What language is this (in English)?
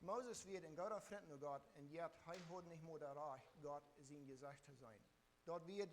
Plautdietsch